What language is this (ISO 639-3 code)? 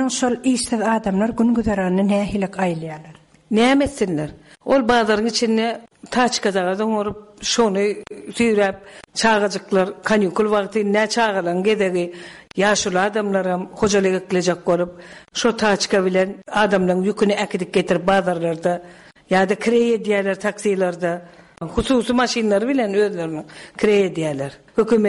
tuk